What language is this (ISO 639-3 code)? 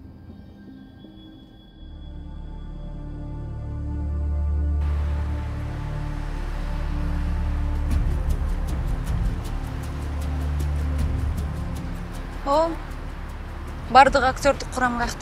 kir